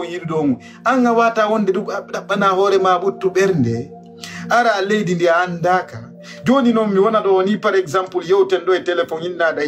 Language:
Fula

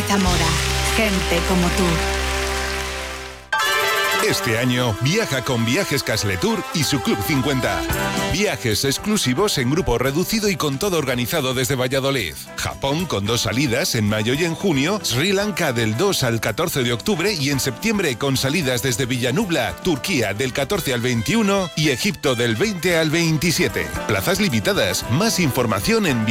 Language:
Spanish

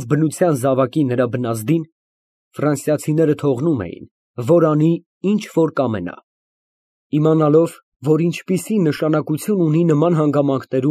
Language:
Armenian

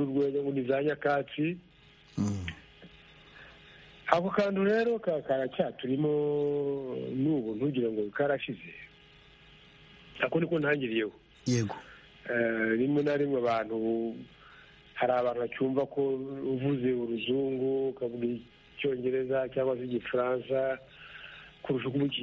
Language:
Kinyarwanda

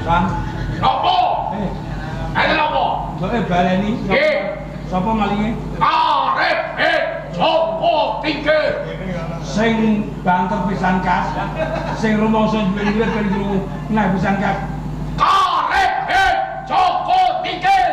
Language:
Javanese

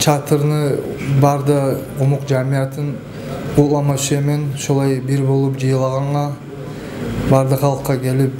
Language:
Kumyk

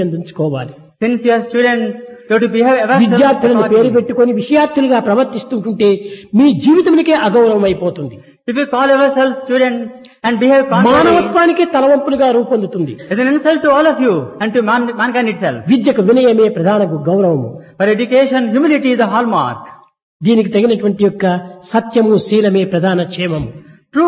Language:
Telugu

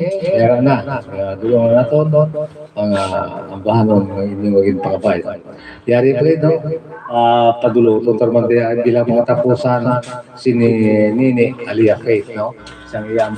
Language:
Hiligaynon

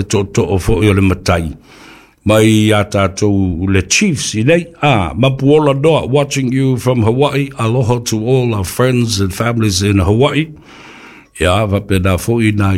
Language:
Samoan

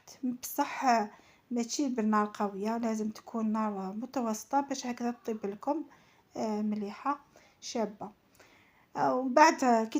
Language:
Algerian Arabic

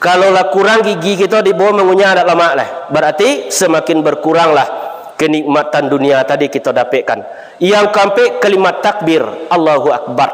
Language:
Minangkabau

